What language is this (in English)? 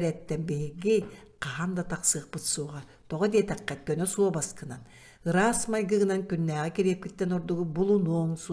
Yakut